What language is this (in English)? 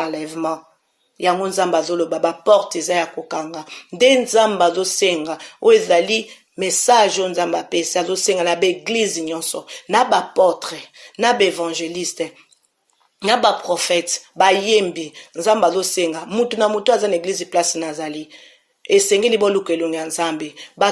Lingala